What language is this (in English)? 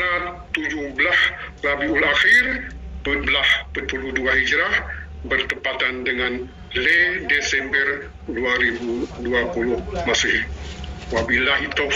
Achinese